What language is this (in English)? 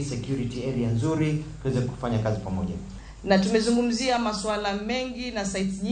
Luo (Kenya and Tanzania)